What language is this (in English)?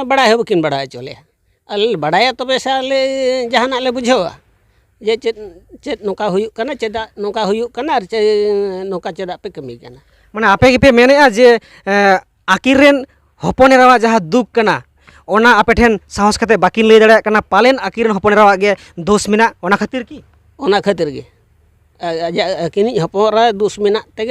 Santali